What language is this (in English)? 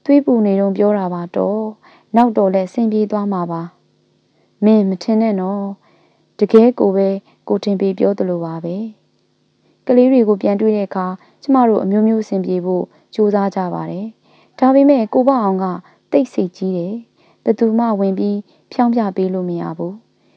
Burmese